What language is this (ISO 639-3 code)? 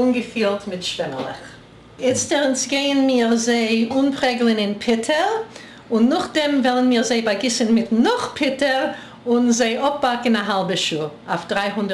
yid